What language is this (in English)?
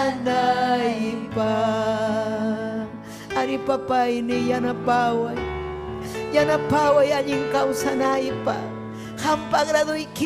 Ayacucho Quechua